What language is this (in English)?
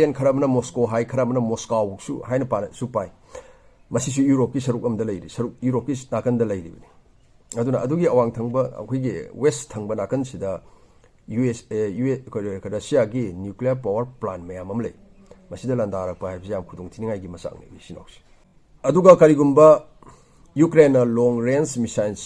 Manipuri